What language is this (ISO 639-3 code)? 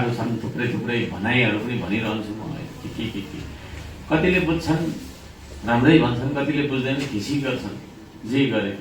nep